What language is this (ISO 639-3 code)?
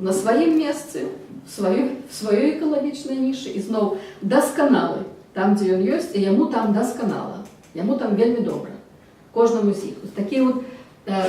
bel